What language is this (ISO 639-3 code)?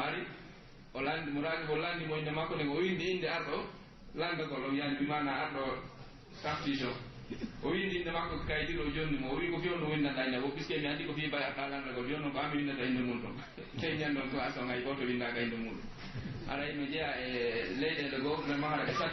fuf